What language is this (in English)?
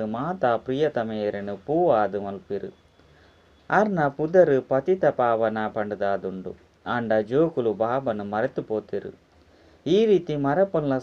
Tulu